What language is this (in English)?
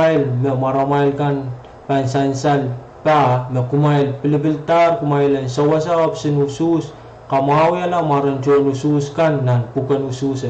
Pohnpeian